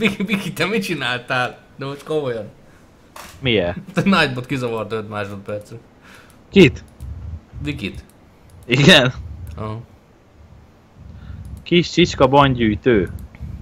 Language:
Hungarian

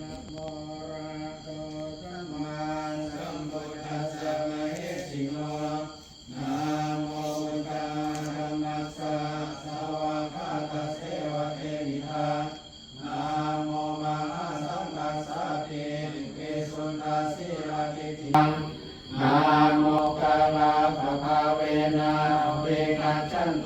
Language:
Pali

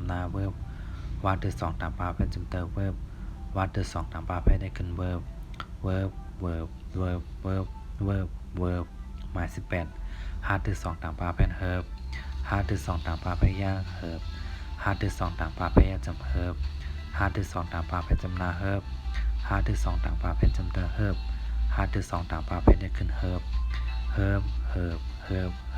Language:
Shan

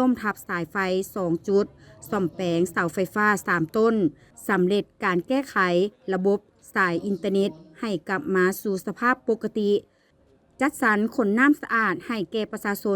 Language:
Lao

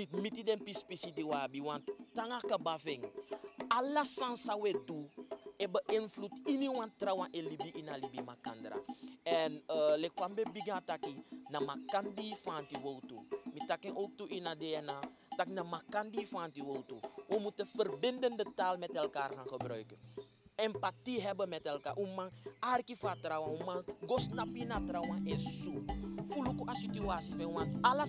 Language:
Sranan Tongo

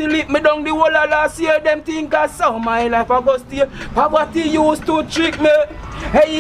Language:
Jamaican Creole English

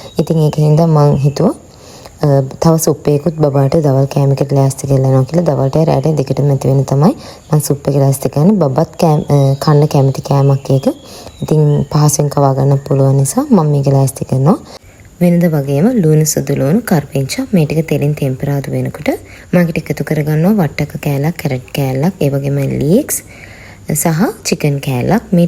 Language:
Sinhala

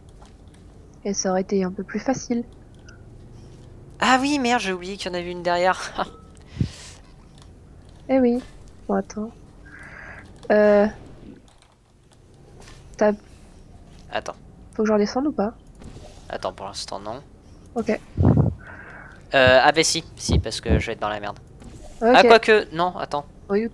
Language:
French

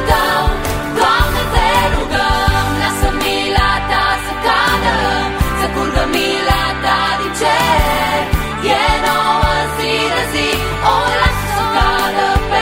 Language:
Romanian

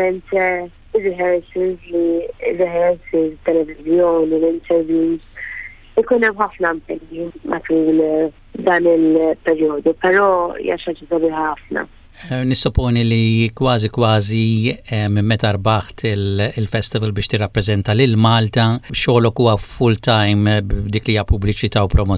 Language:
Maltese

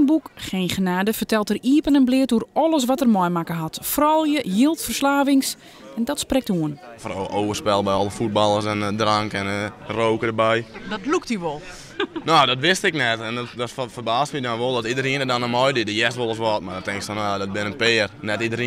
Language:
Western Frisian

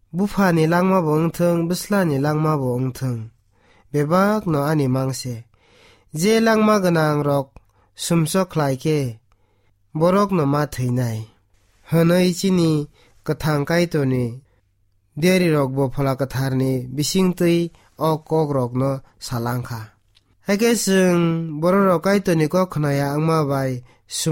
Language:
Kok Borok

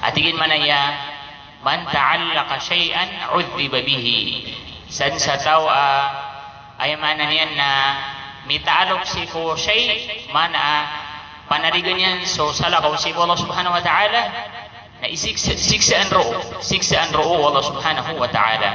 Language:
Maranao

